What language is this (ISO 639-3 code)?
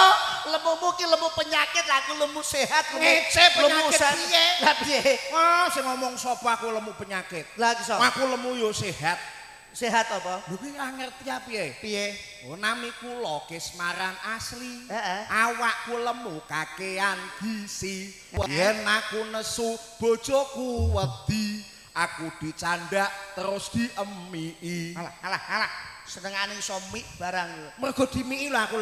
jav